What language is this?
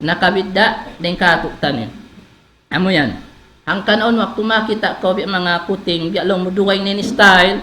Tausug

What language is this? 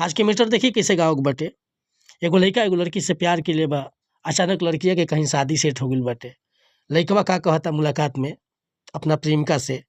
Bhojpuri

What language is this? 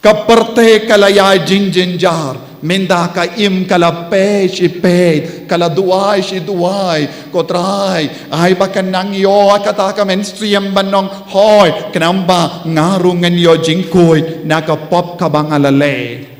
Khasi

